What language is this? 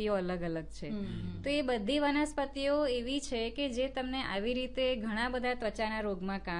Gujarati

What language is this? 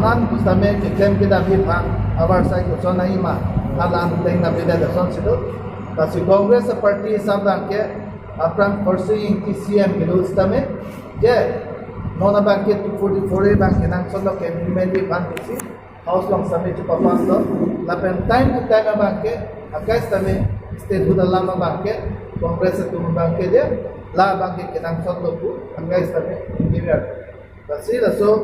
Karbi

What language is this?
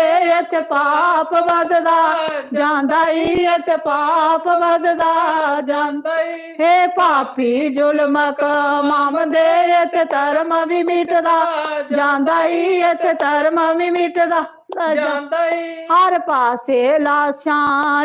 Dogri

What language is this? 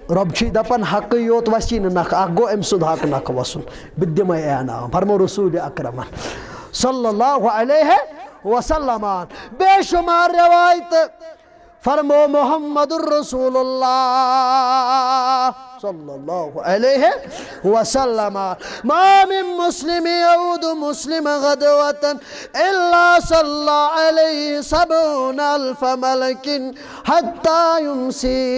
Kashmiri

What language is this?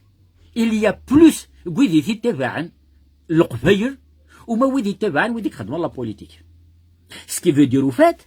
Kabyle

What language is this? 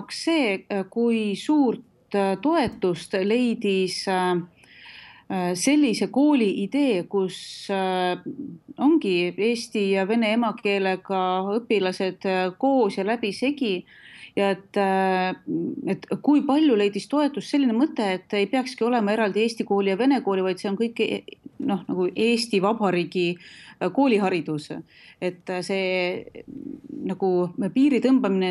Estonian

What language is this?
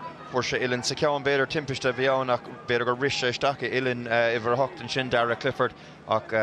Irish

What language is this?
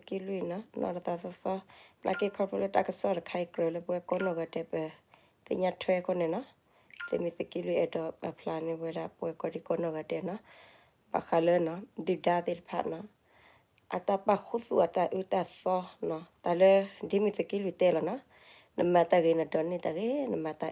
S'gaw Karen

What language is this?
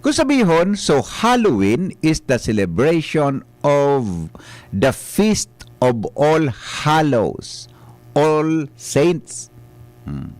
Bikol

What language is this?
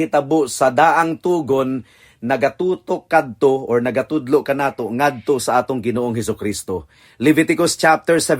Cebuano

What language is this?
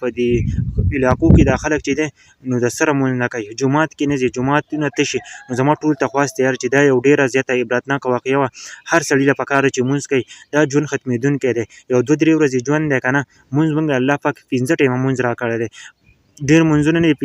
Pashto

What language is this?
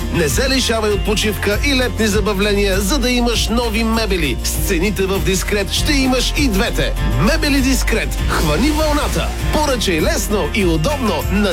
Bulgarian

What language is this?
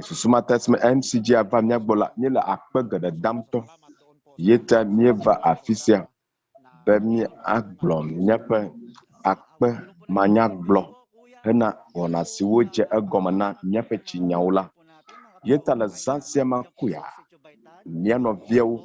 Ewe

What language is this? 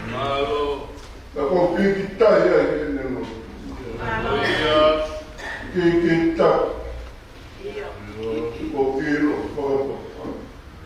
Tongan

